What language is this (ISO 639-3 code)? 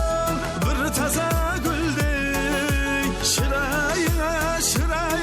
kaa